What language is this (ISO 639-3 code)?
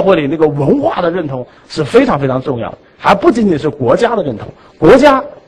zho